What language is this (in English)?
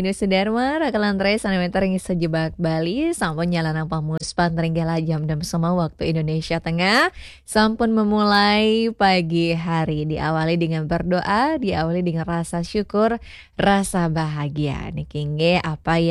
Balinese